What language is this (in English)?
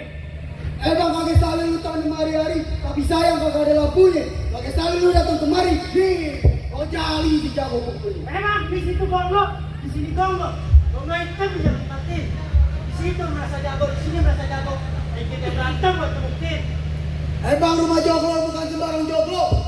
Betawi